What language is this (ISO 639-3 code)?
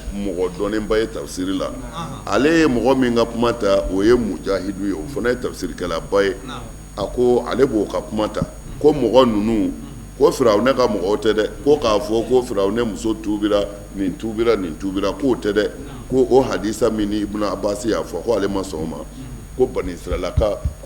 bam